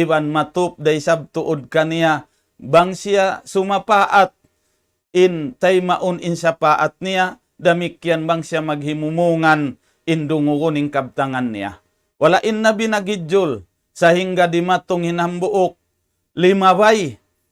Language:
Tausug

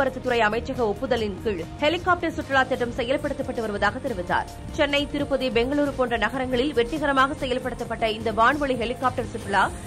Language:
Tamil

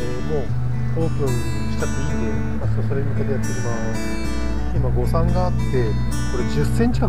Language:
Japanese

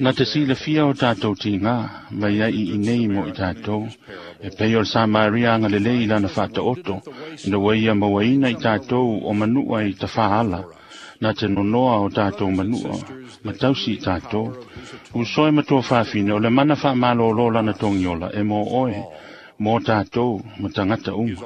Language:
Samoan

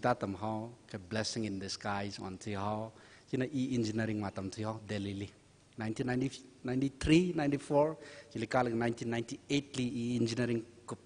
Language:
Tangkhul Naga (India)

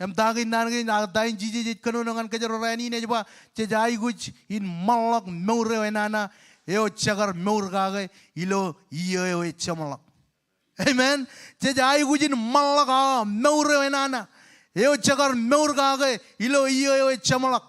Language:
Marshallese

